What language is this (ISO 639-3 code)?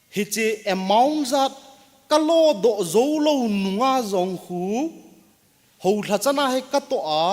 tcz